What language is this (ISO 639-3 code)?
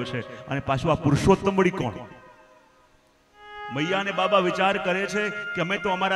guj